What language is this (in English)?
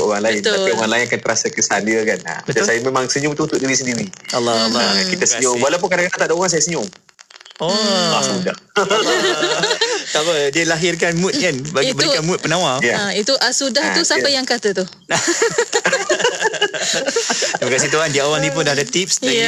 Malay